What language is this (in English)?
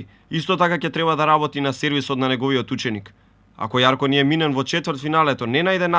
Macedonian